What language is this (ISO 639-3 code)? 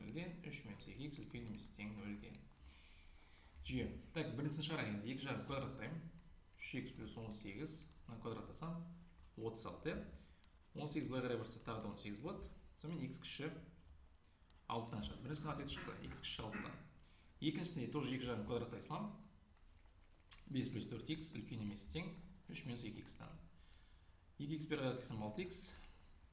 kaz